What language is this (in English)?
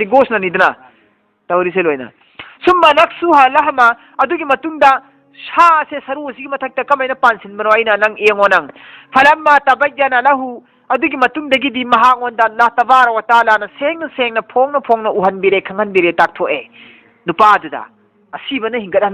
Manipuri